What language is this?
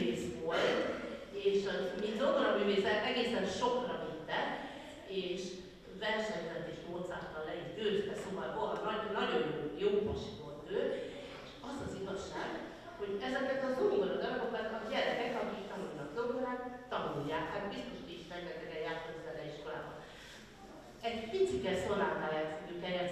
Hungarian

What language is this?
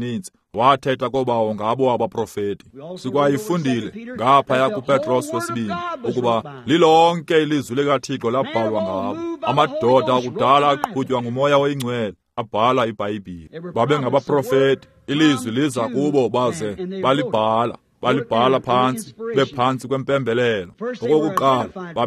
Xhosa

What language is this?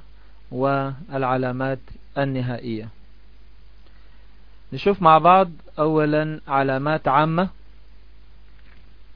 Arabic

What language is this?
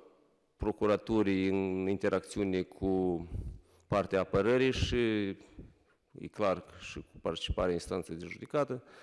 Romanian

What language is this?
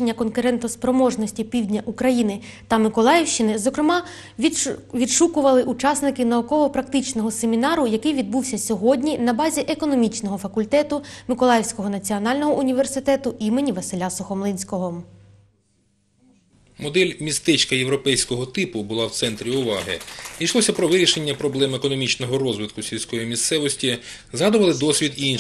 Ukrainian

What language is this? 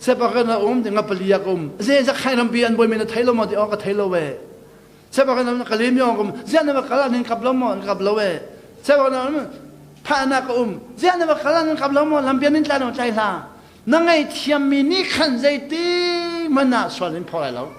Hakha Chin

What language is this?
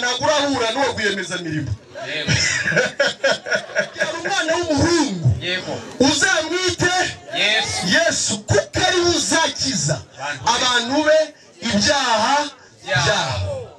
Kinyarwanda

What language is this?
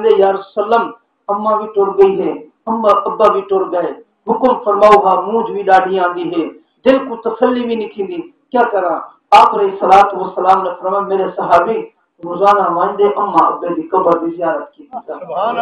Saraiki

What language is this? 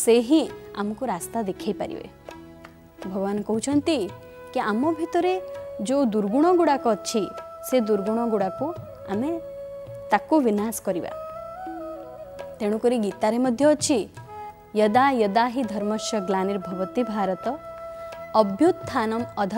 Odia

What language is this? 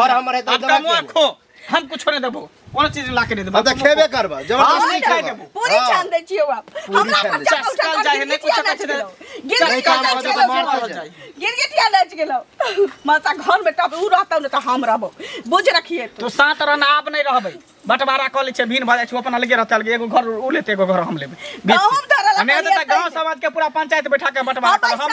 Maithili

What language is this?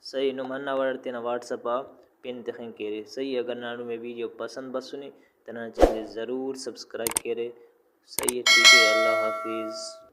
Brahui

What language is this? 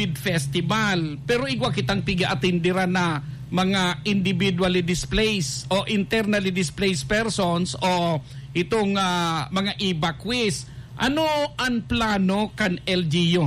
Bikol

